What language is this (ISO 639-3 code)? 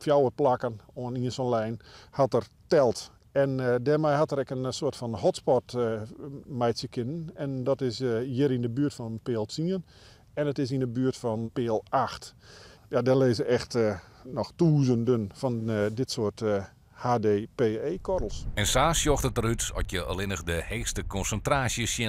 fry